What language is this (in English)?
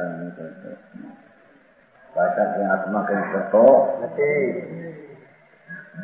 Gujarati